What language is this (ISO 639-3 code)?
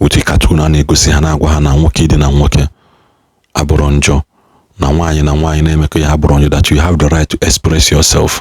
ibo